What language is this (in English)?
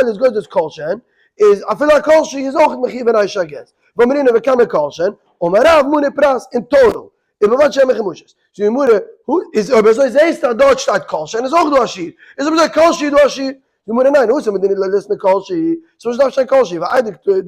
Yiddish